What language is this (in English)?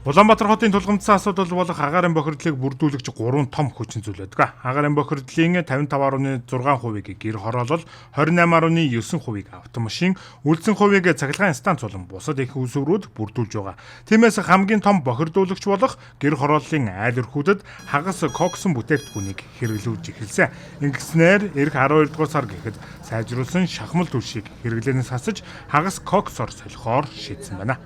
Mongolian